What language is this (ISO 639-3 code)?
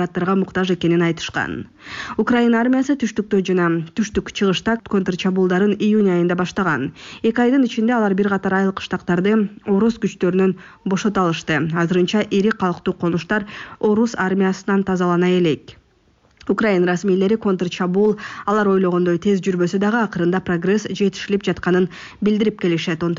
kir